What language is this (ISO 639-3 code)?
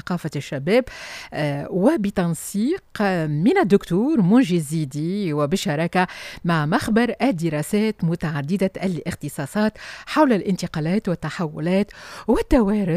aeb